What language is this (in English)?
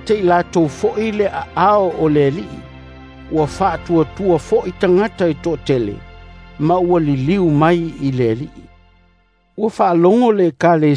Samoan